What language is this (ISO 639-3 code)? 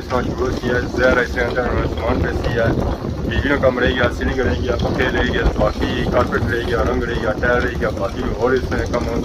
phr